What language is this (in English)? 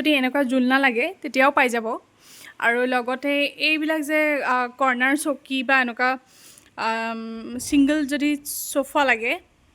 Assamese